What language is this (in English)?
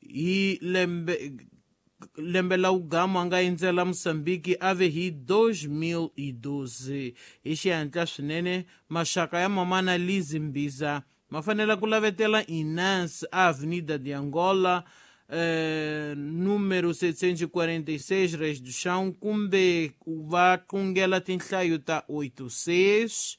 Tsonga